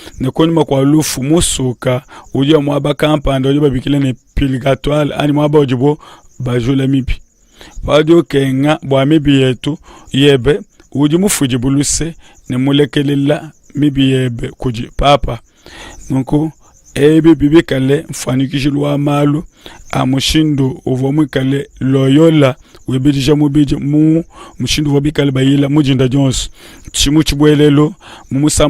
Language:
Luba-Lulua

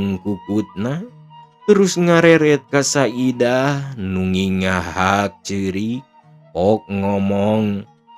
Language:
Sundanese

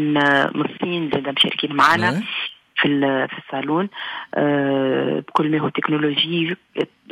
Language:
Tunisian Arabic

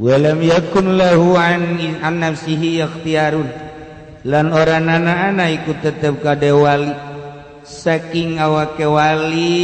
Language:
Sundanese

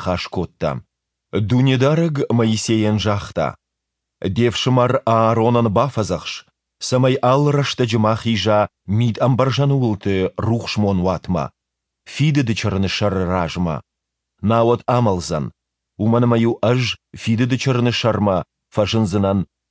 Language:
Ossetic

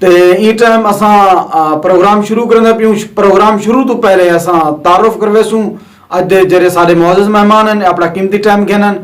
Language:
Saraiki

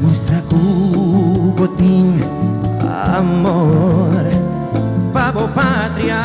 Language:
Papiamento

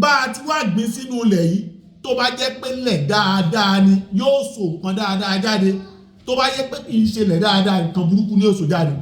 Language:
Yoruba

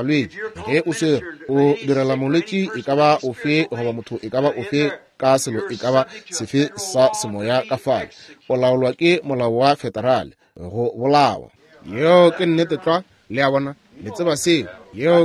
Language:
Northern Sotho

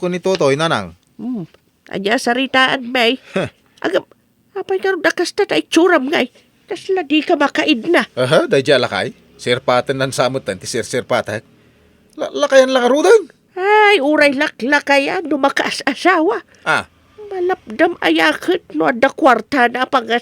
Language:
Iloko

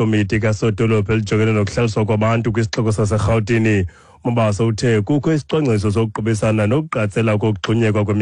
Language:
Xhosa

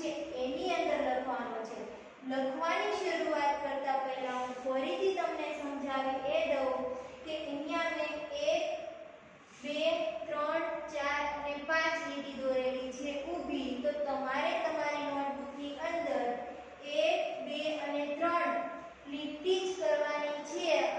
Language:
Gujarati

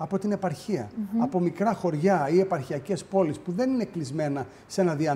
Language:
Greek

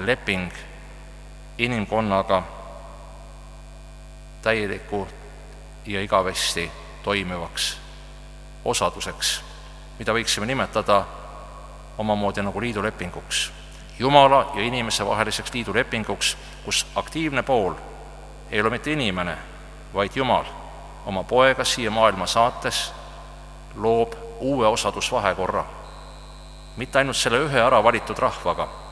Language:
Estonian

